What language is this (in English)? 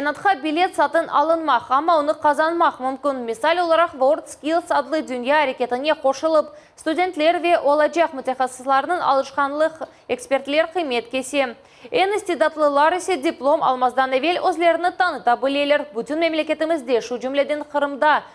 Crimean Tatar